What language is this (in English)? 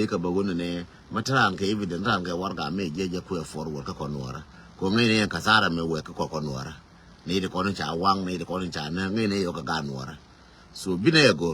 Nuer